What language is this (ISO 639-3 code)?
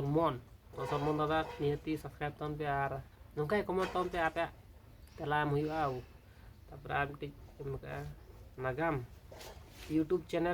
sat